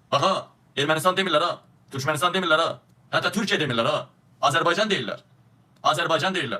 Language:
Azerbaijani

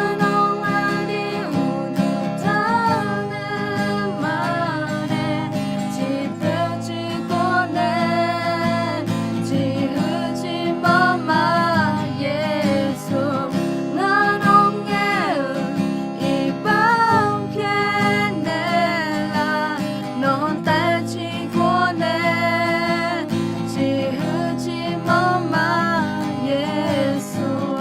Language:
Akha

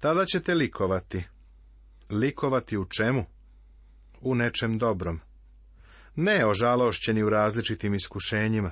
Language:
Serbian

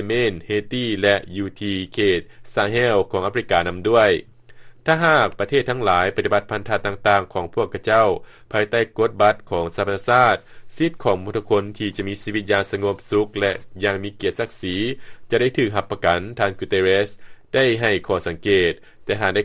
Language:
Lao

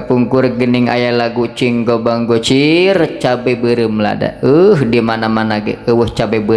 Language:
Sundanese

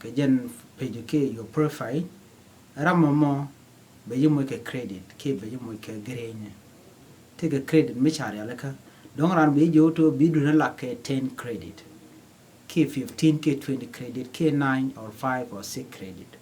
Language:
Nuer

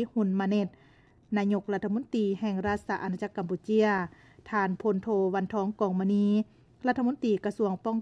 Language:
Lao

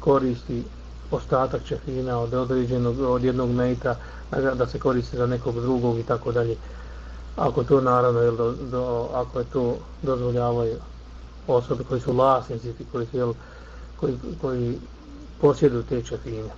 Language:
Bosnian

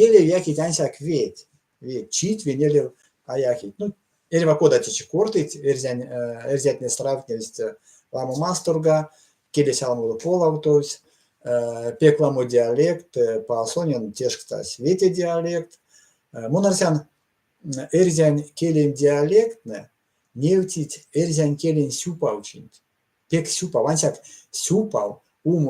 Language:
Erzya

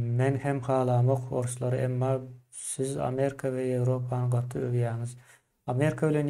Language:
Turkmen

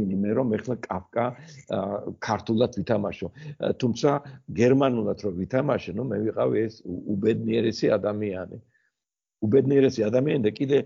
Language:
Georgian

